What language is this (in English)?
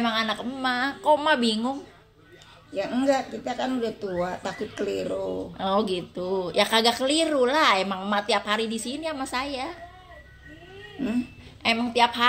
Indonesian